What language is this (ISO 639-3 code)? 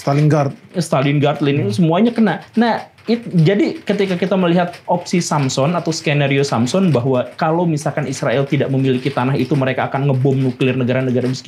ind